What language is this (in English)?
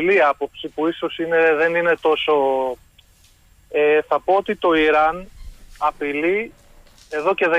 Greek